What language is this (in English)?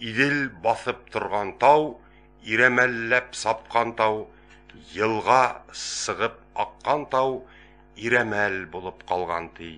Bashkir